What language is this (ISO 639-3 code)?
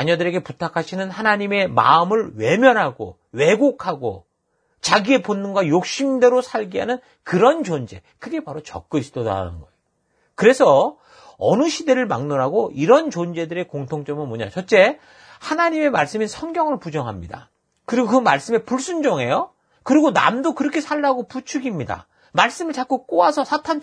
kor